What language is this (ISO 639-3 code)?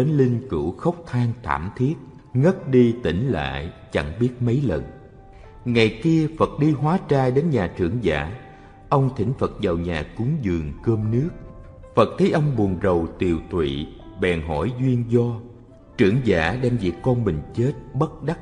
vie